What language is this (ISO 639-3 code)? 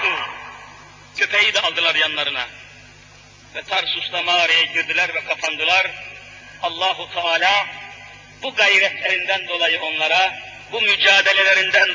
tur